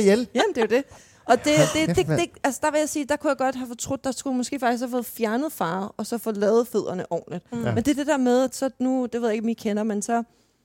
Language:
Danish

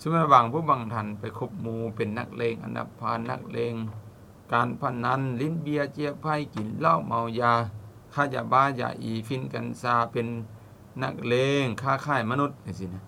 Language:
Lao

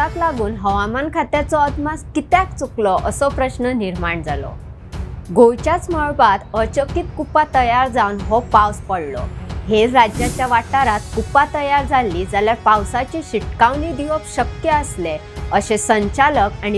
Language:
Konkani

